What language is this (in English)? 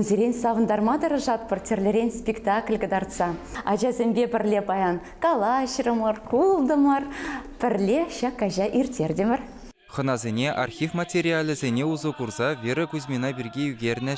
Chuvash